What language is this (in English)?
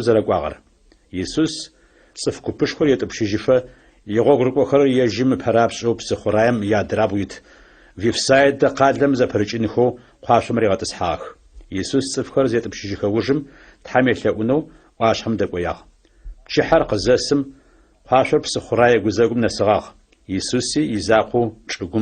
Adyghe